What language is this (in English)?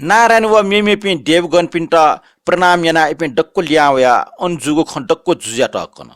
Newari